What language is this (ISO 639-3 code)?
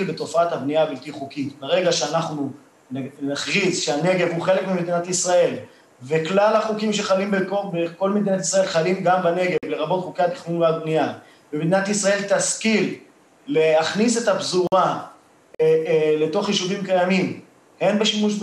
heb